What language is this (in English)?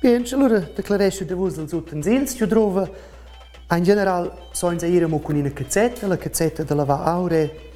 Romansh